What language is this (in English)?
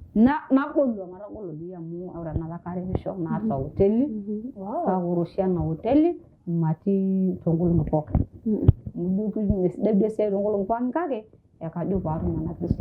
Masai